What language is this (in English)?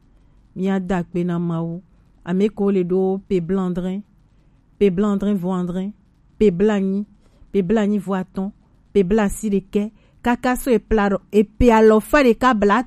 Gen